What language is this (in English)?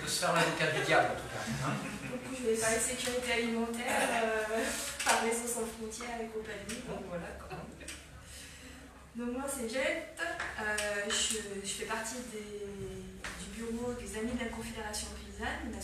French